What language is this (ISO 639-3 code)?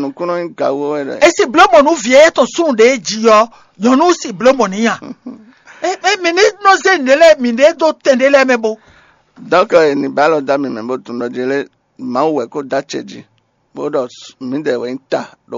fon